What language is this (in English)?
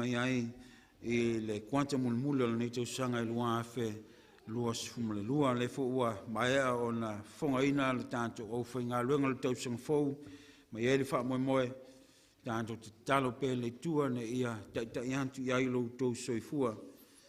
Samoan